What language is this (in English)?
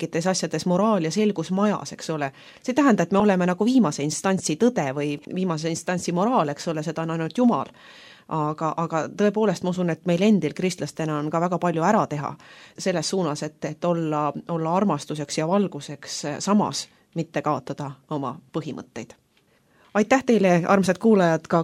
Estonian